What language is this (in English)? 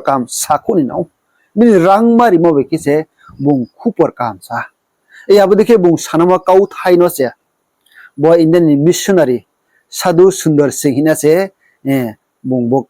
Riang (India)